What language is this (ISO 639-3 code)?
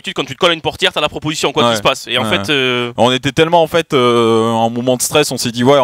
fra